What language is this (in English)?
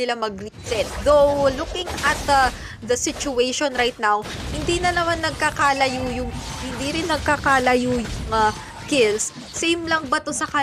Filipino